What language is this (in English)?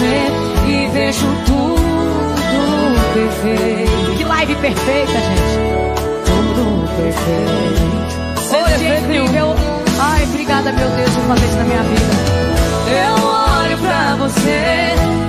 Portuguese